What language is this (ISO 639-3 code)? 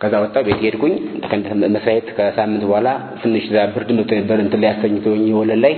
amh